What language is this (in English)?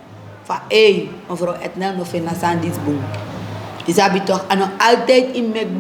Sranan Tongo